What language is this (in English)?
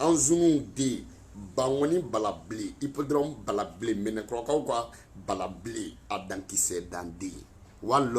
Bambara